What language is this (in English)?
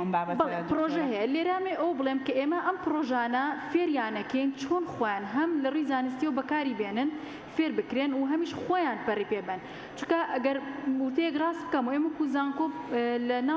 Central Kurdish